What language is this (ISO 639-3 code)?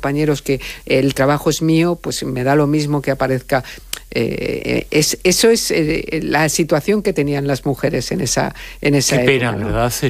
spa